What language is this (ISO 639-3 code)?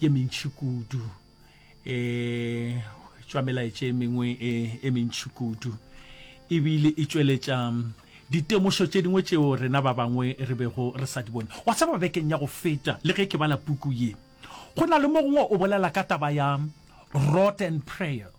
nso